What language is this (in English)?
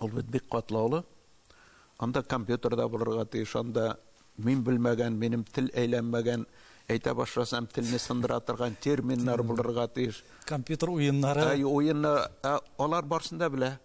Tatar